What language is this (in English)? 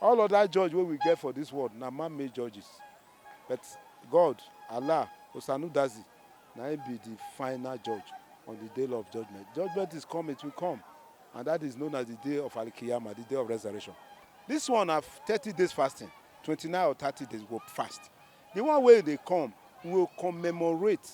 Nigerian Pidgin